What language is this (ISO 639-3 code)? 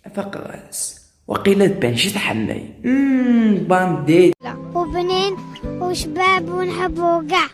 kab